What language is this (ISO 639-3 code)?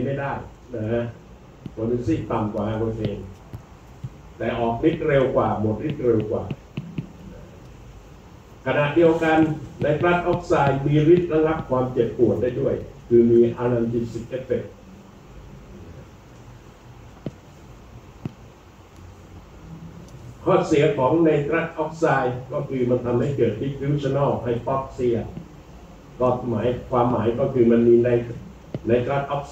tha